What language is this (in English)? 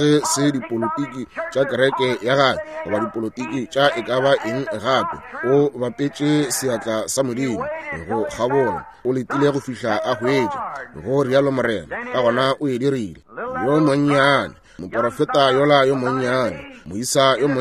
Northern Sotho